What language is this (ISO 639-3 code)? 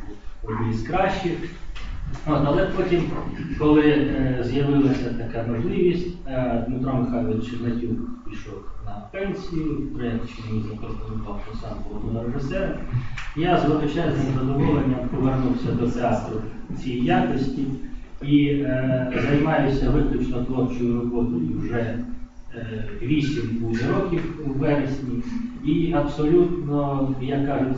ukr